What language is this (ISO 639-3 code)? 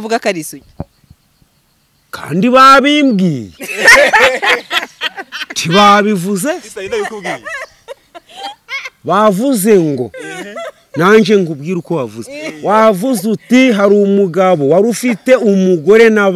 kin